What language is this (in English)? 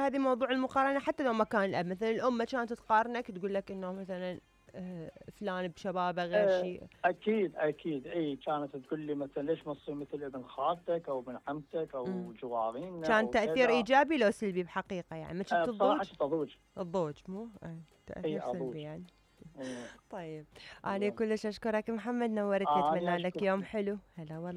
Mesopotamian Arabic